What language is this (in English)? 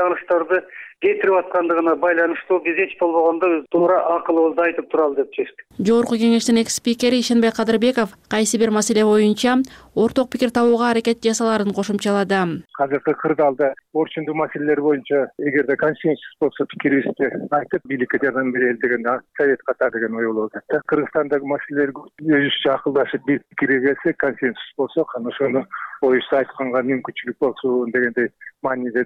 Kyrgyz